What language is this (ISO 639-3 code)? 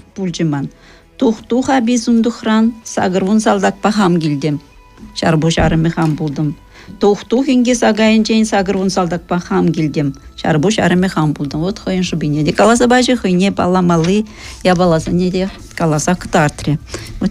chv